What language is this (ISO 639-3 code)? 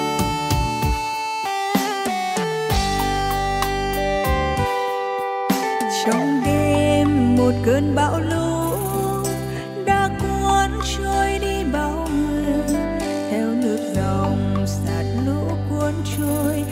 vie